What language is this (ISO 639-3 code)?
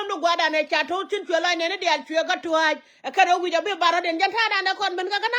nus